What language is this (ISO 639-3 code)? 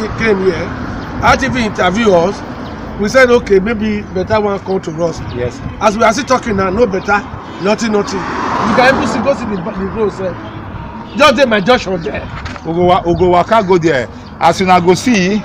pcm